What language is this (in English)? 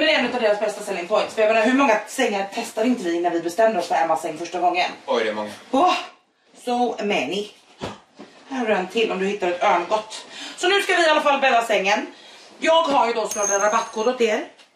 Swedish